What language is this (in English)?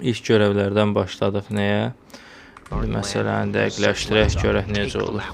Azerbaijani